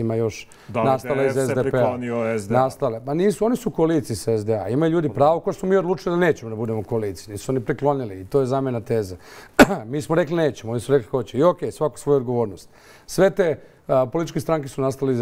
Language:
Bosnian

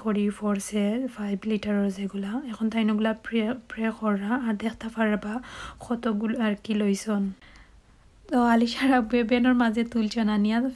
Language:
Sylheti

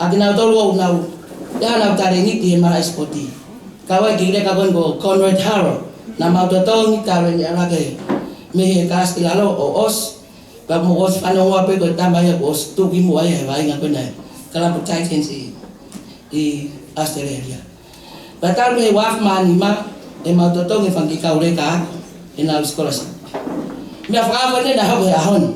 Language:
Tongan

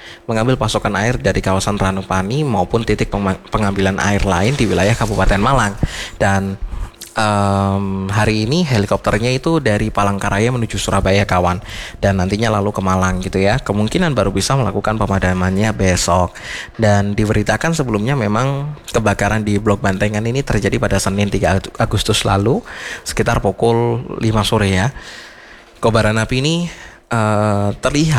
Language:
Indonesian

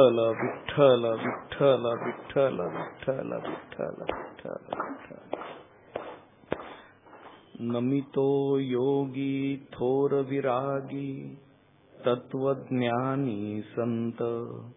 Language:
Marathi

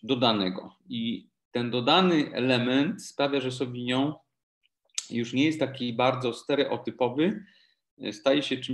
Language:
Polish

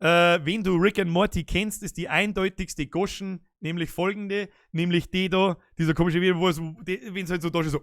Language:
Bavarian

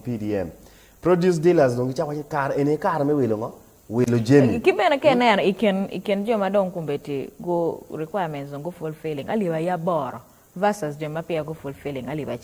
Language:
Acoli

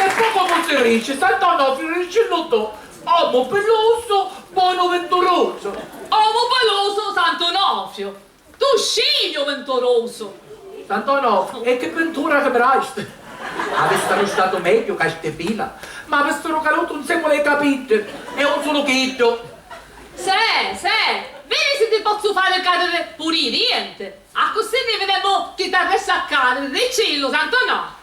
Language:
Sicilian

